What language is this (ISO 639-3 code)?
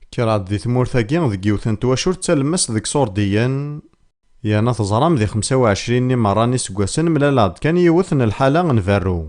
kab